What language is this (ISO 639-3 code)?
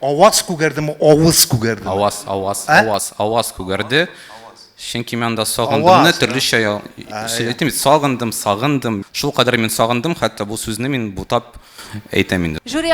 tat